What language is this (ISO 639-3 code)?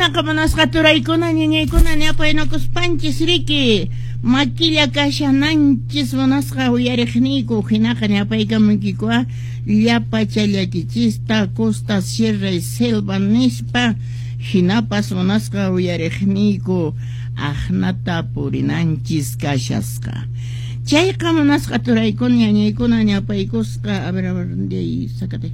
que